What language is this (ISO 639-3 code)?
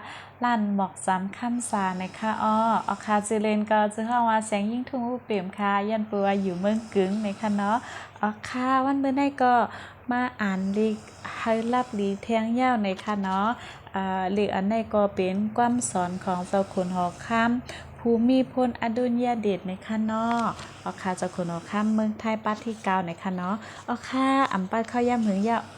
shn